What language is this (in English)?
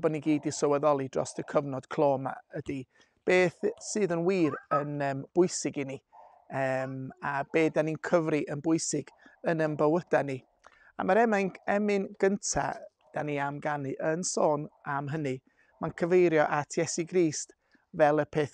Welsh